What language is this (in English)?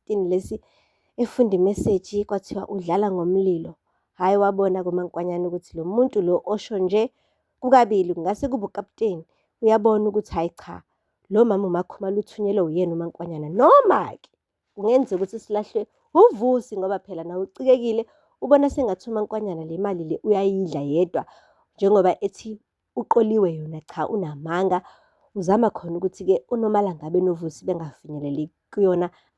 Zulu